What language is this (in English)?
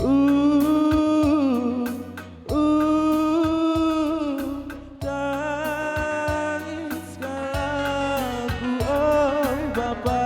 Batak Karo